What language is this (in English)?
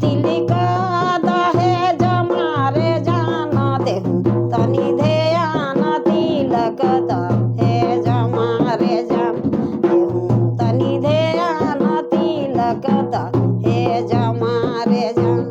Sadri